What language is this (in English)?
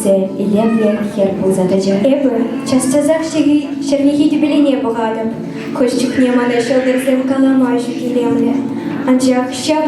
Chuvash